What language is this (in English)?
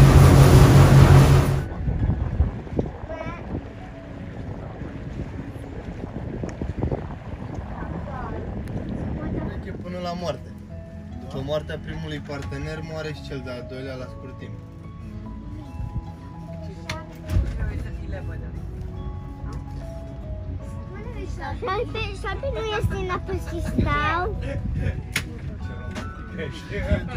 Romanian